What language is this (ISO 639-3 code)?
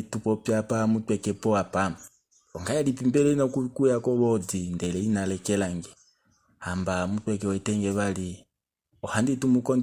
kua